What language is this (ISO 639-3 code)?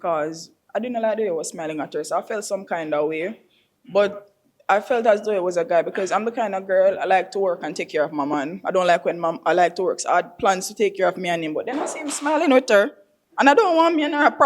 jam